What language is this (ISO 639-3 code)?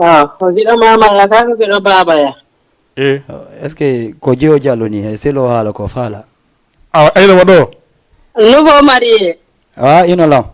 ful